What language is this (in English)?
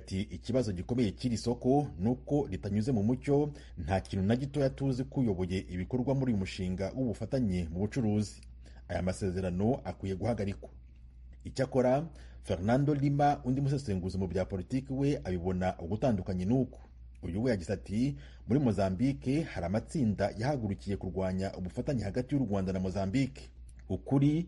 Kinyarwanda